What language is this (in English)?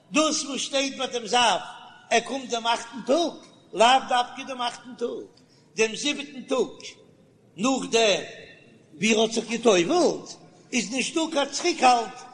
Yiddish